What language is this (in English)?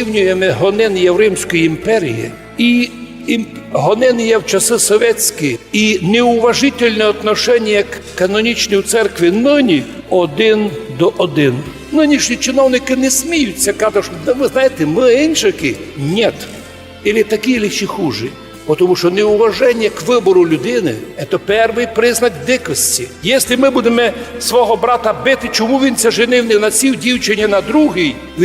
Rusyn